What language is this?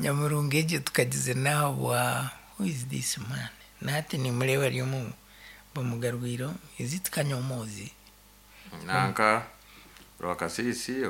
Nyankole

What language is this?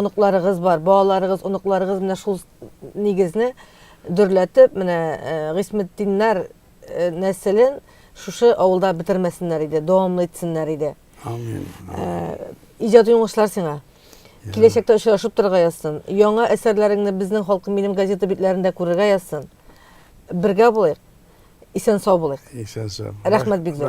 Tatar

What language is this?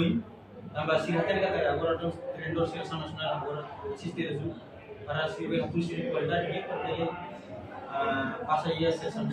Tetum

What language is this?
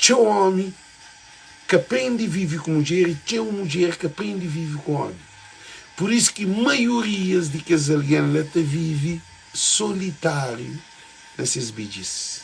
Kabuverdianu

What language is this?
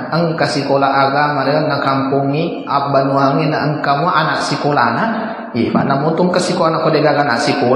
Buginese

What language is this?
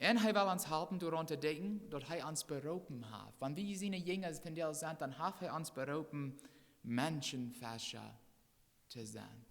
Plautdietsch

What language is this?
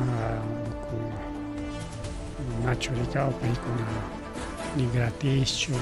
Ayacucho Quechua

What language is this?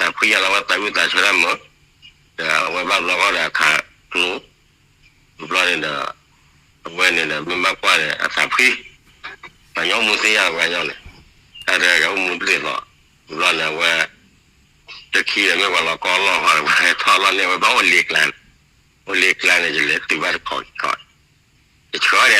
S'gaw Karen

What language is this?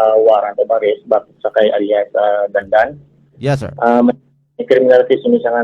Hiligaynon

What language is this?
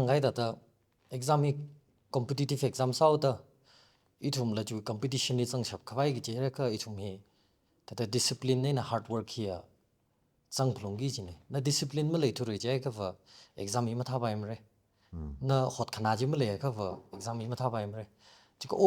Tangkhul Naga (India)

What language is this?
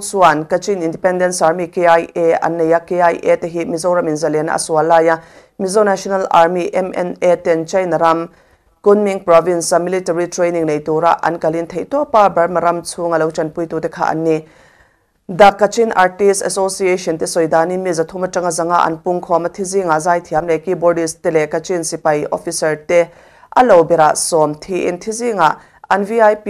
Mizo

